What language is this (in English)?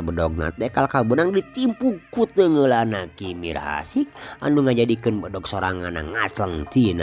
Sundanese